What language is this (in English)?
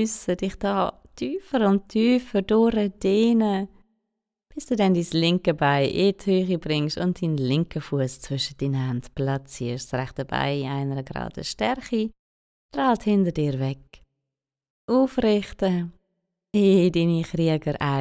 Swiss German